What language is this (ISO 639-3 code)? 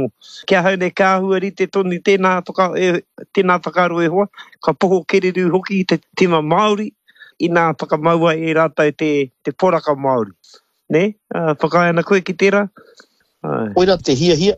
mri